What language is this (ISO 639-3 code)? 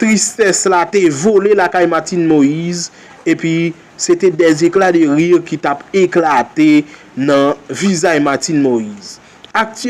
hat